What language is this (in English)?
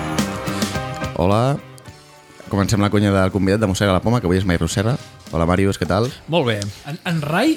Catalan